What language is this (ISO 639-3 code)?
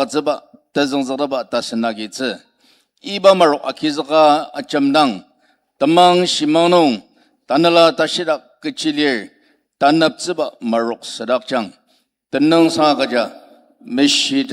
njo